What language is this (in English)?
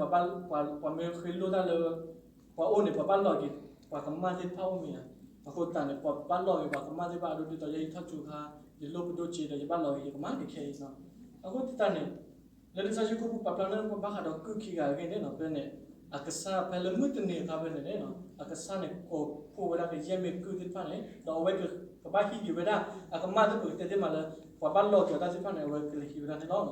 S'gaw Karen